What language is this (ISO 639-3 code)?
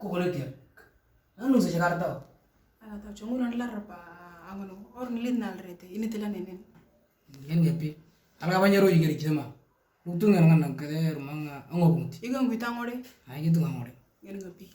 mor